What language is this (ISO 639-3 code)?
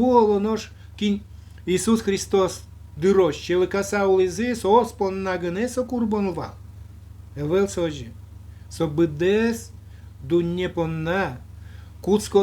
udm